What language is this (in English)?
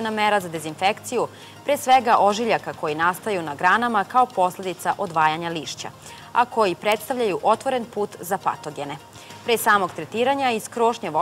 Serbian